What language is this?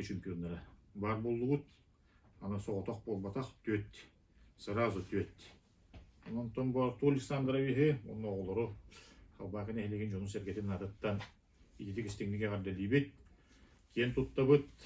Yakut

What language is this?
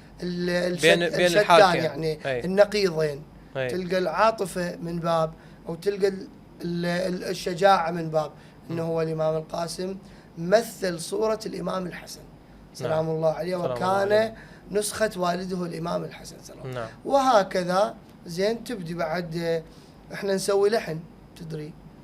Mesopotamian Arabic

